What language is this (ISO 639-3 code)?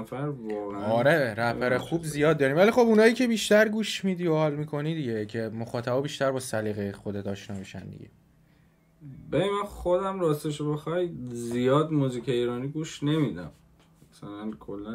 fas